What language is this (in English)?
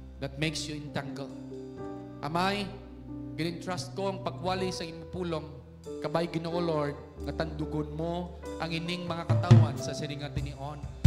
Hiligaynon